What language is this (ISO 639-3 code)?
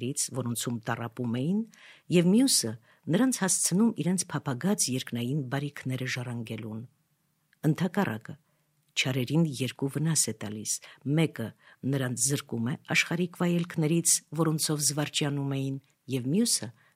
hye